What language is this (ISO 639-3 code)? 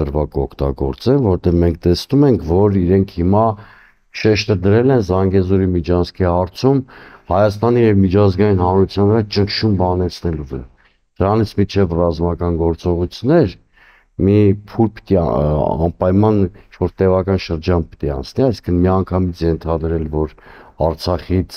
hye